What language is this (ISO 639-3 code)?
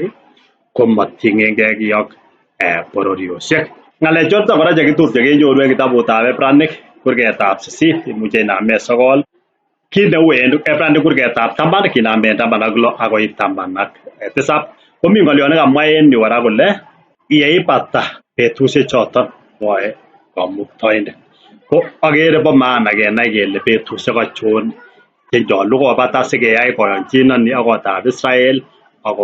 kln